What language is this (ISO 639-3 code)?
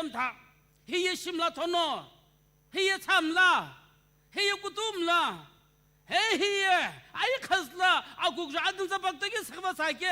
nsm